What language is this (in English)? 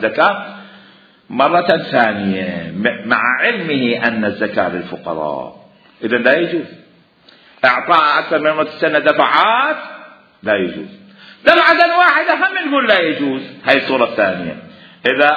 Mesopotamian Arabic